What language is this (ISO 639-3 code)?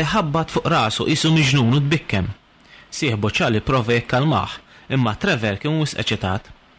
mlt